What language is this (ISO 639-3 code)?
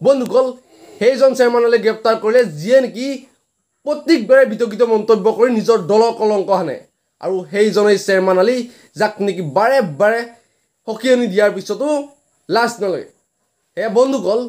asm